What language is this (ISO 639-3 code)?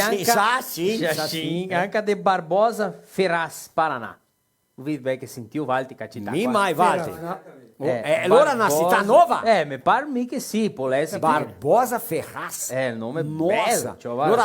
vec